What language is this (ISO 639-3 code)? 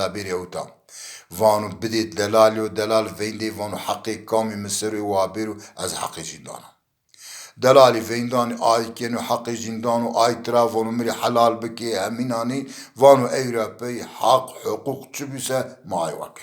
zza